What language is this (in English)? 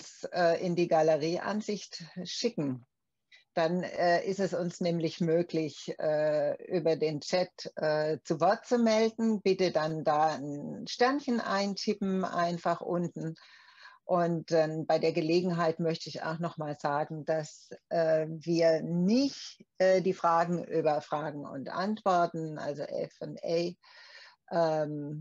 German